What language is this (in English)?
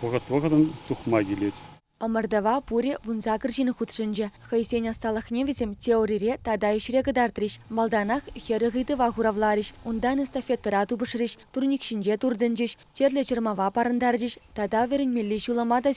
Chuvash